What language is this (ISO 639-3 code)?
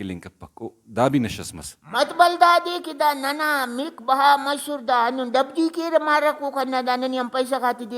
brh